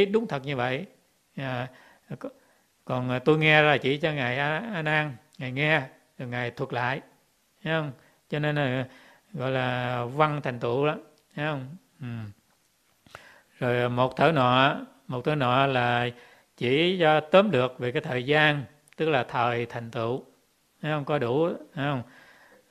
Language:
Vietnamese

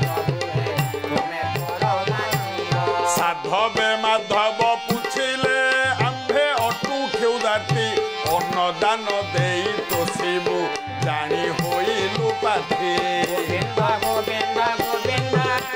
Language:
Odia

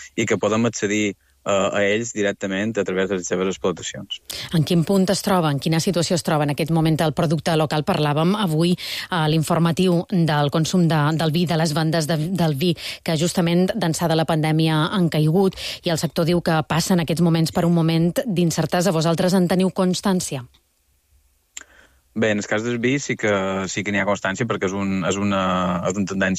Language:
Catalan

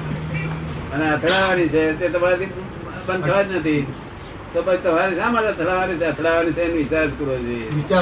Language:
Gujarati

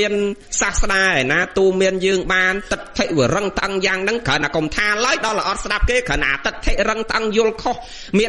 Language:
Khmer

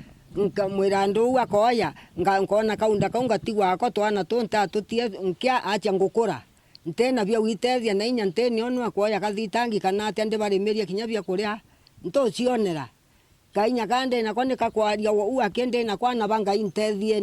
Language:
Meru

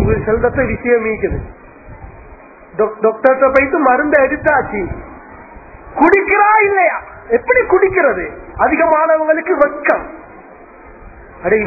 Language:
Tamil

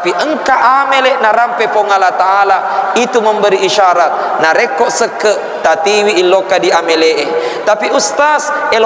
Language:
Buginese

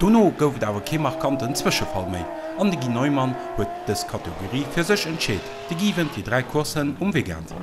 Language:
Luxembourgish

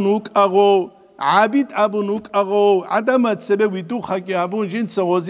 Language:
Avaric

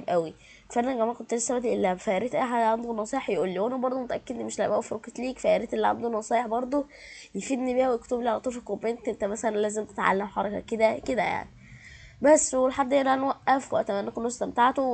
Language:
Egyptian Arabic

